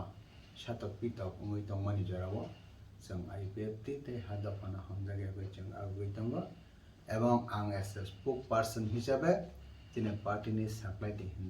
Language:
Kok Borok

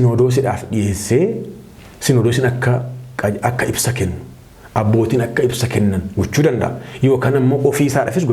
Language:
Oromo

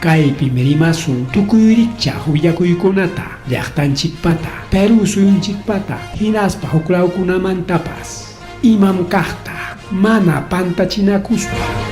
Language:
Ayacucho Quechua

